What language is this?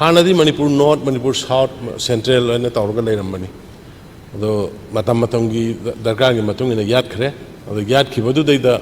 Manipuri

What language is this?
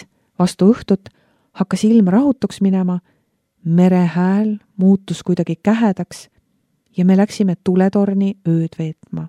Estonian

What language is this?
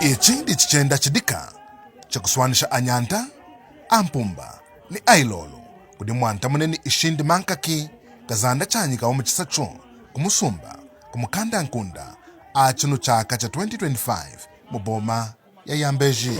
Lunda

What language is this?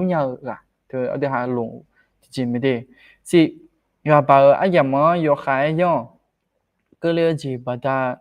Akha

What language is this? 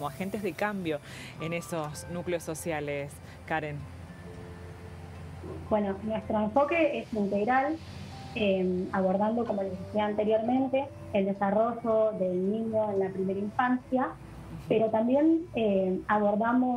Spanish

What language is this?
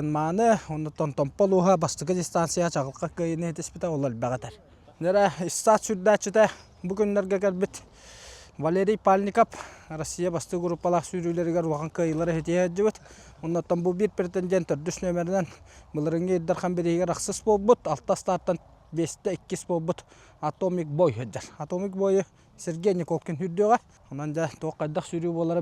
Yakut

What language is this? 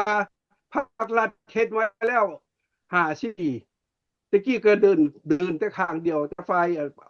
Lao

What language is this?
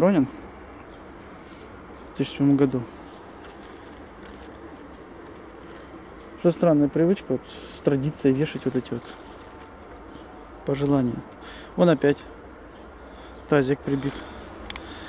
Russian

